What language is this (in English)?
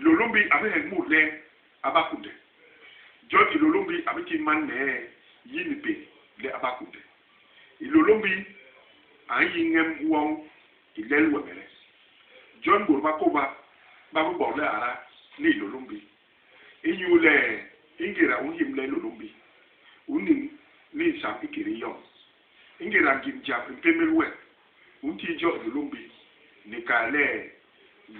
Basaa